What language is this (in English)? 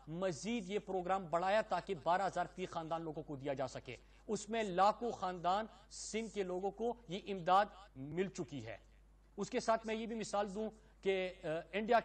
Urdu